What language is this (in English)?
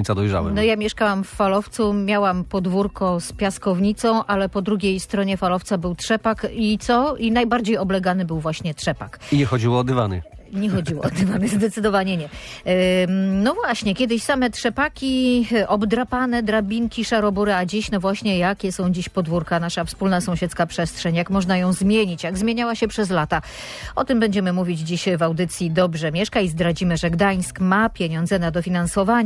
Polish